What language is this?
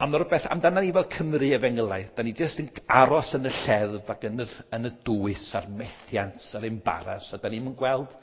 Welsh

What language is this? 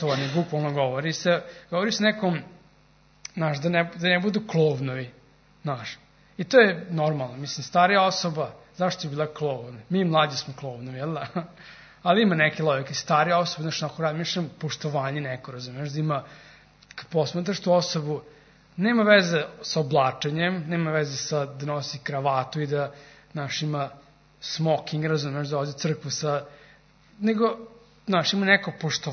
Serbian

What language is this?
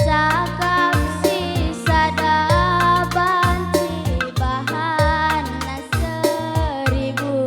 Batak Karo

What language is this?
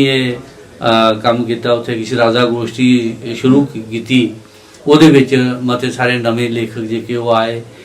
Dogri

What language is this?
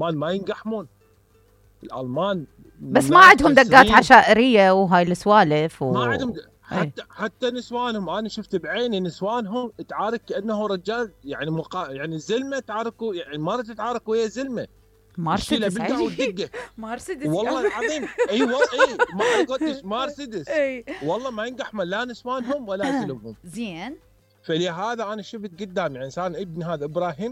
Mesopotamian Arabic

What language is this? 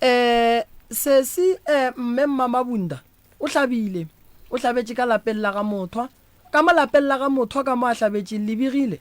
Northern Sotho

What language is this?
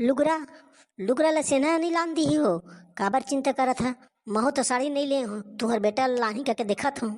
Chhattisgarhi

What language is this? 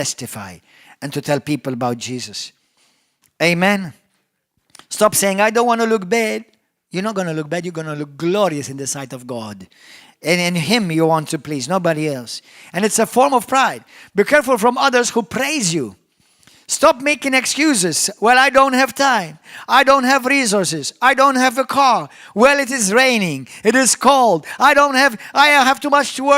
English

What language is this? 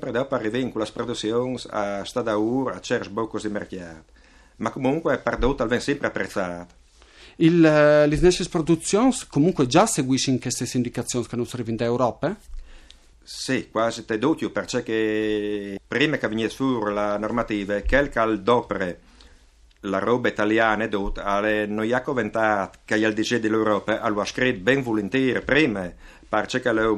Friulian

